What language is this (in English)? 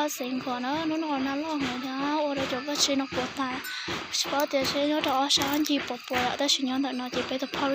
Hmong